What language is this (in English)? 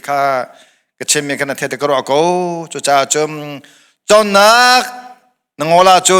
Hakha Chin